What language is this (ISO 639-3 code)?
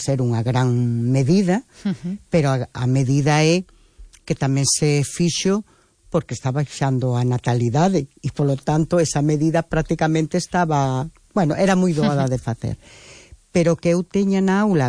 glg